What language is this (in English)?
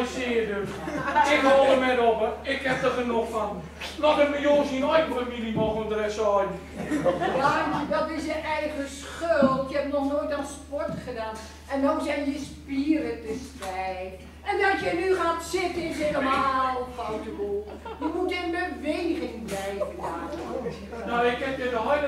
Gronings